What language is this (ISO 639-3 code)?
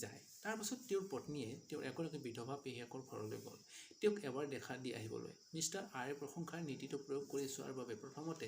asm